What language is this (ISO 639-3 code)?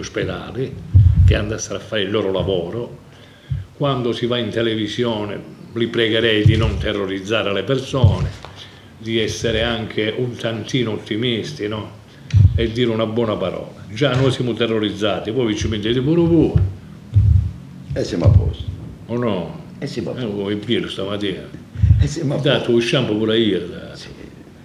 ita